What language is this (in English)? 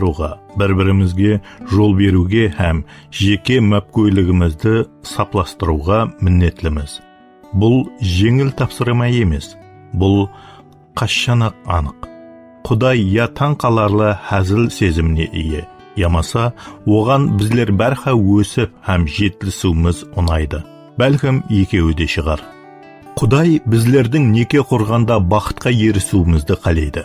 Kara-Kalpak